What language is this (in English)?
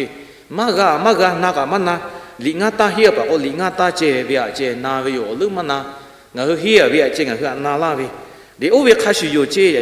Lahu